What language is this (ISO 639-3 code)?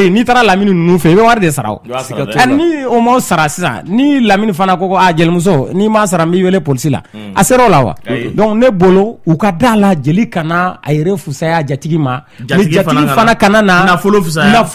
bam